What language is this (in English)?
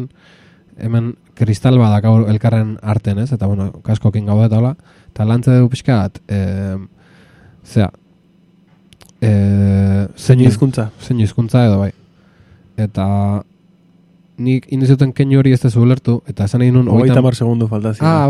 Basque